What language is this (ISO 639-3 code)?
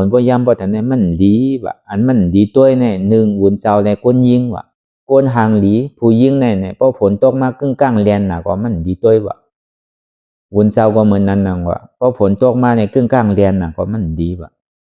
shn